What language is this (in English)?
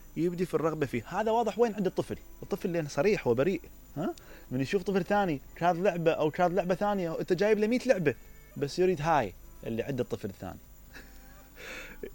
Mesopotamian Arabic